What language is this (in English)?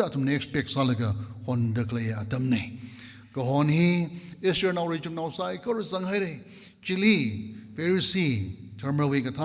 Tangkhul Naga (India)